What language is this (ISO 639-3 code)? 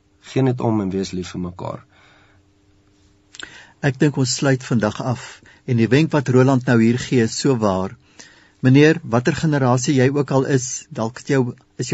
afr